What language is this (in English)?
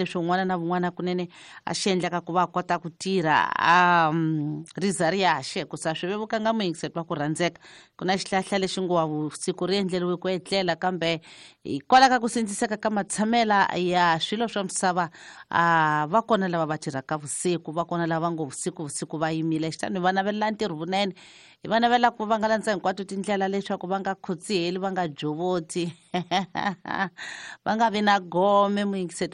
Tsonga